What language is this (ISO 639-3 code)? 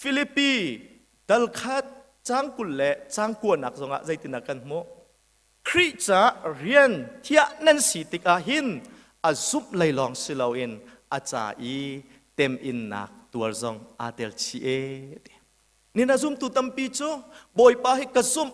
cnh